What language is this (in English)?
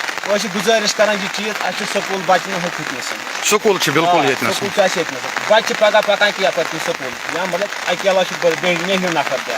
Kashmiri